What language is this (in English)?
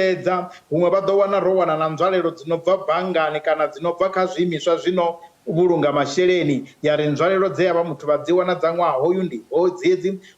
Venda